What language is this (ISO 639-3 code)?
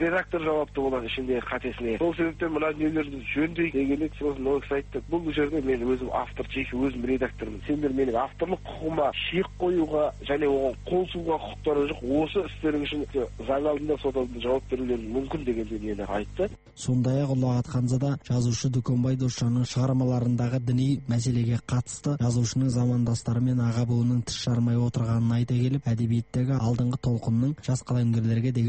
kaz